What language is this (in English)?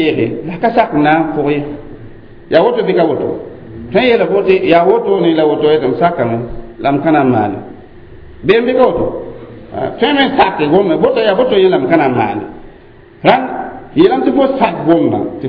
Mossi